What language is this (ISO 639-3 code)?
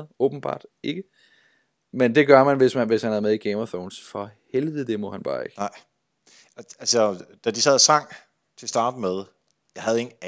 dan